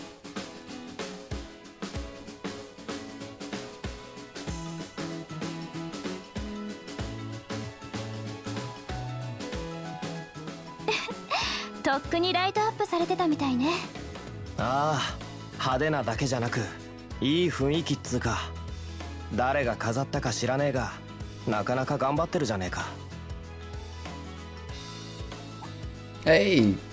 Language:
Japanese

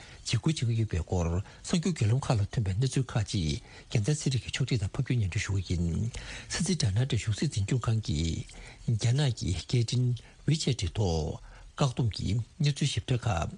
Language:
Tibetan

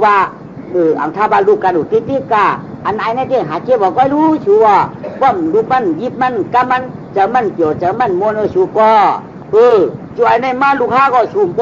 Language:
Shan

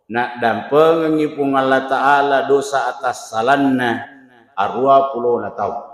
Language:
Buginese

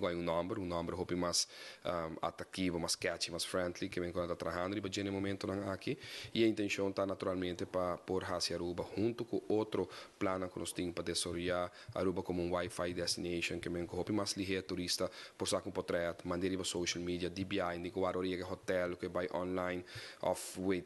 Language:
Papiamento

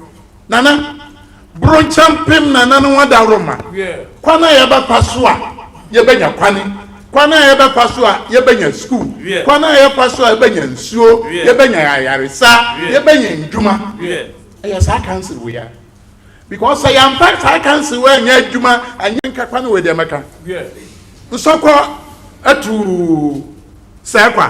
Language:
Akan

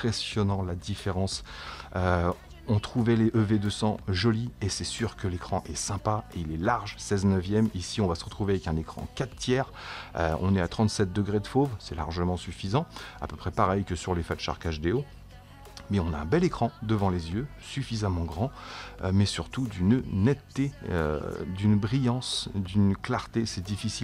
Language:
French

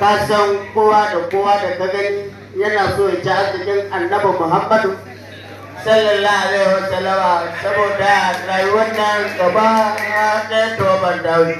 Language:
Hausa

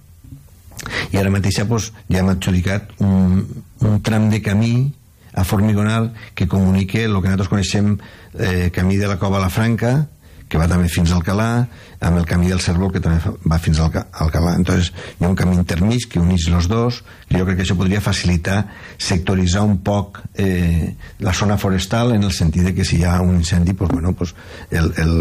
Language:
Catalan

